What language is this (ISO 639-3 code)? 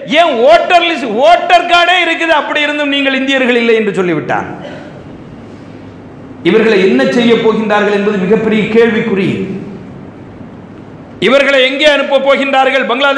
tam